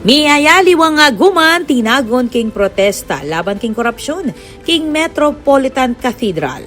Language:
Pampanga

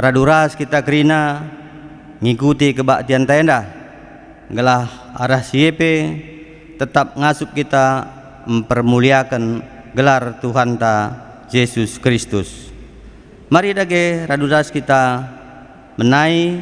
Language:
Batak Karo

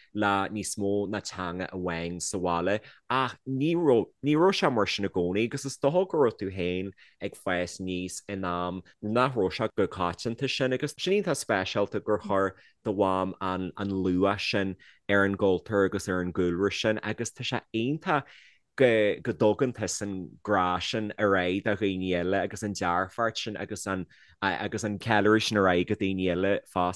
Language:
Irish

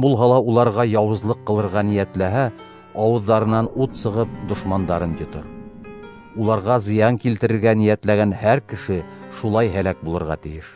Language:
Bashkir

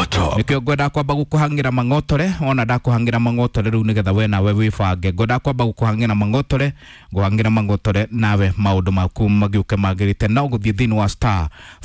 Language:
Kikuyu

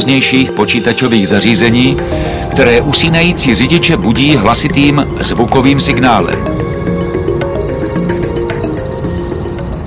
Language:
Czech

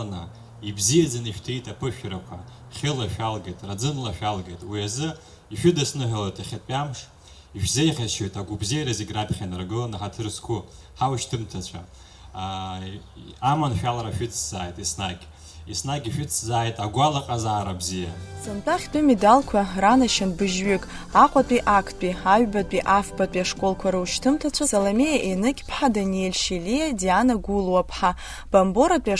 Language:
Abkhazian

